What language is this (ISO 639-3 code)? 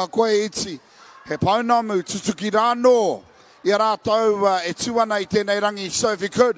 mri